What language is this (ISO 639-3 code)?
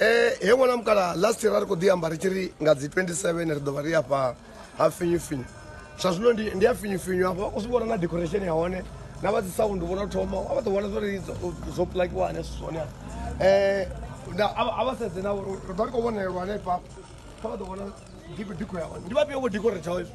ven